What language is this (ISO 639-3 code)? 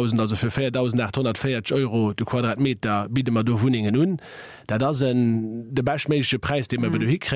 ltz